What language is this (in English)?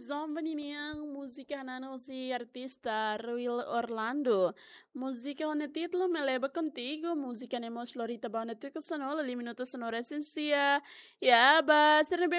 Tetum